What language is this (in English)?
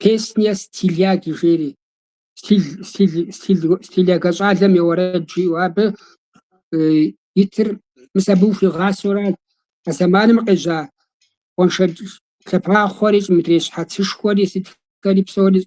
Kabardian